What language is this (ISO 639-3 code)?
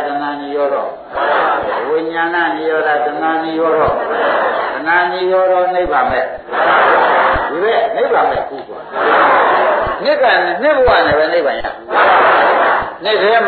mya